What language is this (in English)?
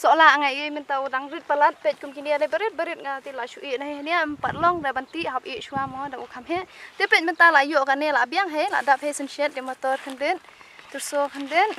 Khasi